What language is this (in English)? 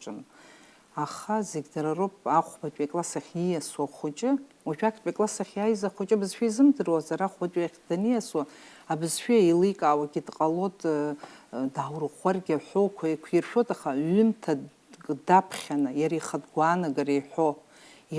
Abkhazian